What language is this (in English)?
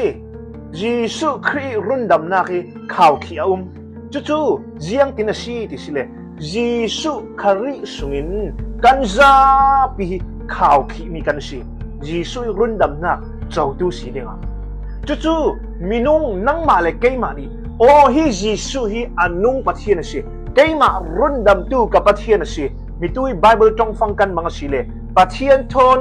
Falam Chin